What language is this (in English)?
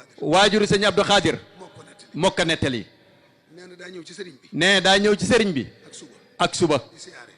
Wolof